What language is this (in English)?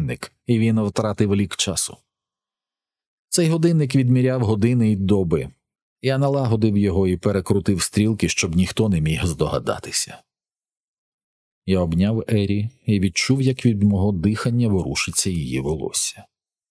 Ukrainian